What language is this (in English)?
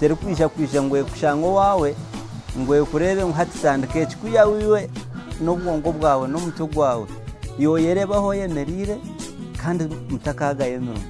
Nyankole